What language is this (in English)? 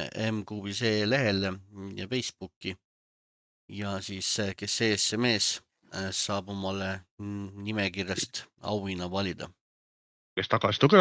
Estonian